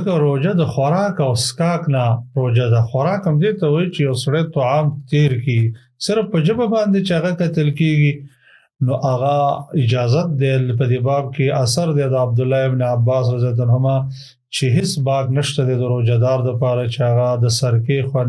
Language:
Pashto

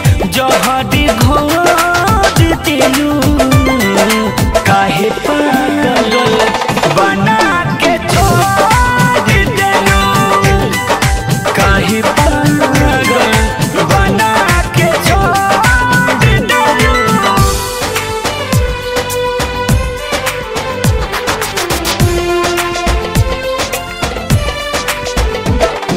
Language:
Bhojpuri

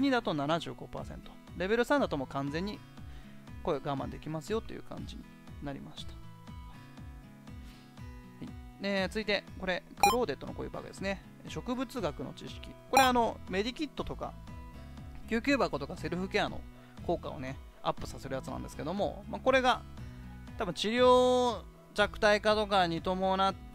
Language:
Japanese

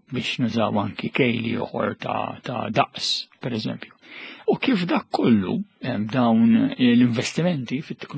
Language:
Maltese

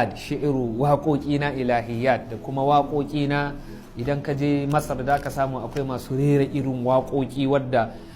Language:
Hausa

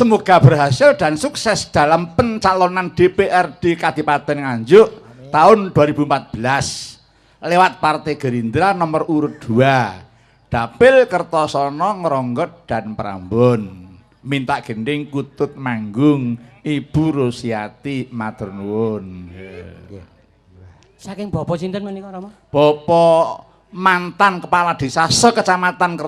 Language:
Javanese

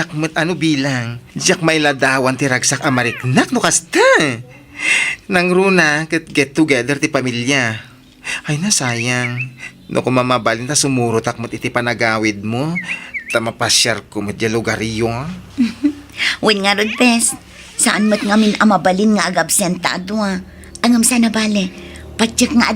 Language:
Iloko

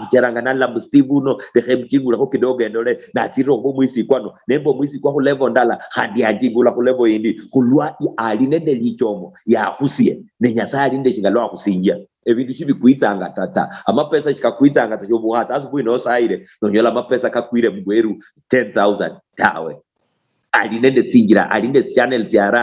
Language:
Luyia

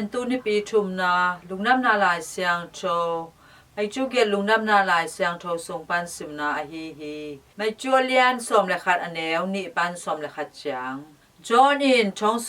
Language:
Tedim Chin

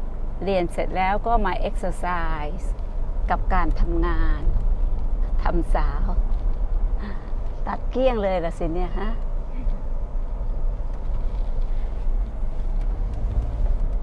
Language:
Thai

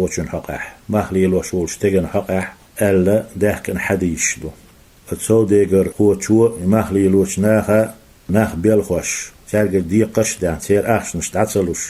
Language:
Chechen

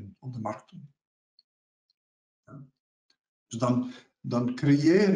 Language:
Dutch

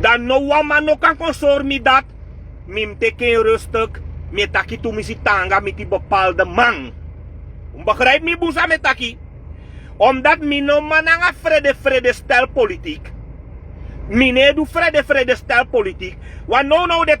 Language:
Sranan Tongo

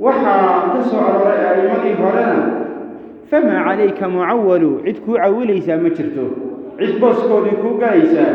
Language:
Somali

